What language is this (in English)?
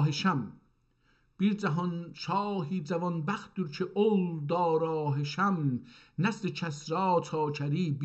South Azerbaijani